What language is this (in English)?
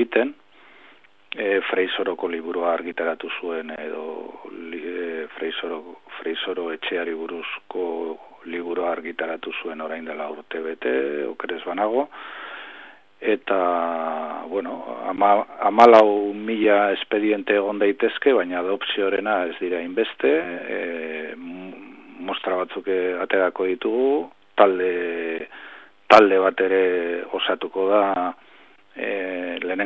Basque